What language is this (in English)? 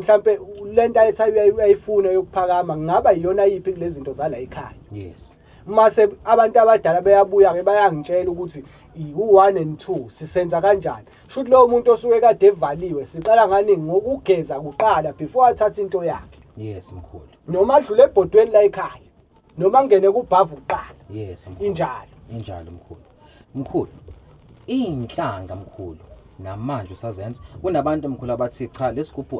Zulu